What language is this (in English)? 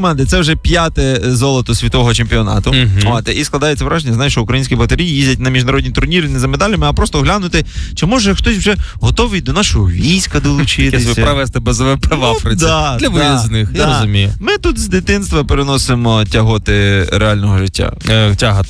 Ukrainian